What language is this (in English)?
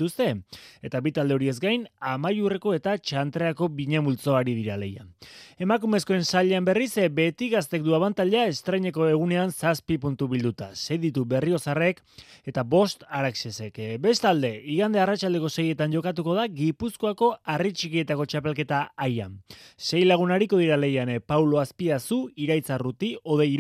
Basque